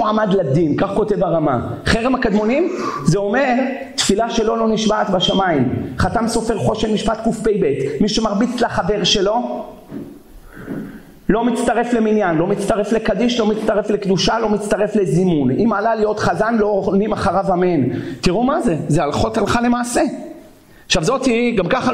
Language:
Hebrew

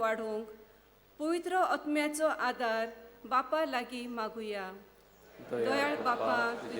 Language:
Konkani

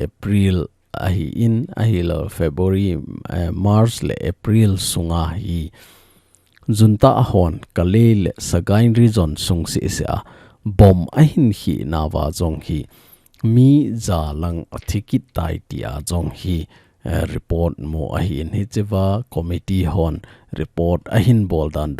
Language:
Thado Chin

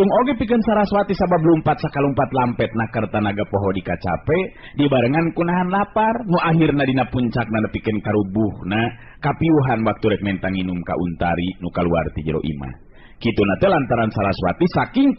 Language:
Sundanese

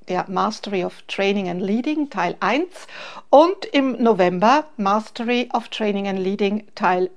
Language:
German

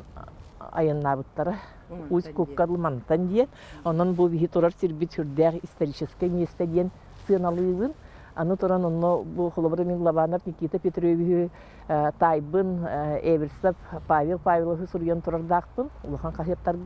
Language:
Yakut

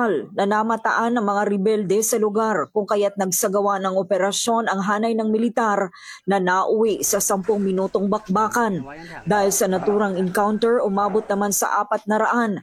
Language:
Filipino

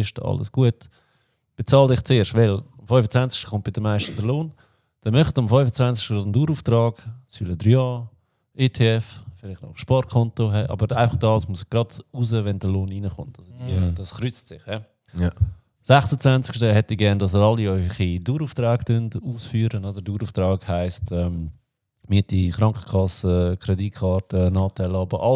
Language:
Swiss German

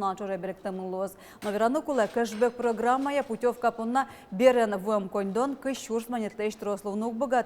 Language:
Udmurt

